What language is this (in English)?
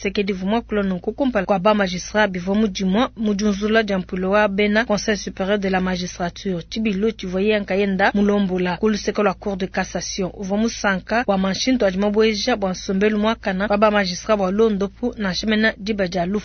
Luba-Lulua